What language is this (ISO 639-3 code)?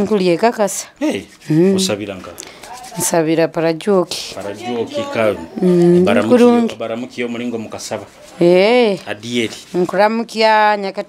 nyo